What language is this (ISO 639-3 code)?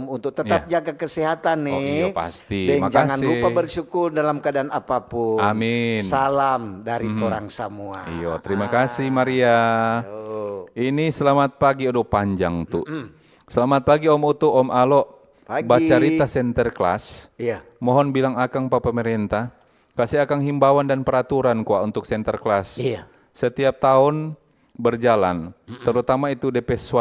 xmm